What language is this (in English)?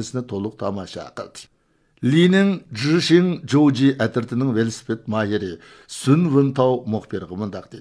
Uyghur